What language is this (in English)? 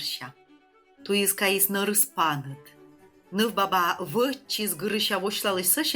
Komi